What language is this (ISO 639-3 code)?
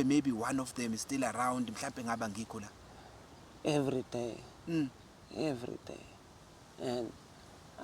zul